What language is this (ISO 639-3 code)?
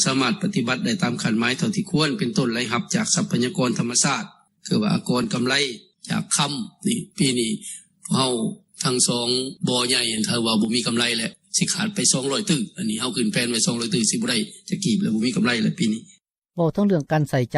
lao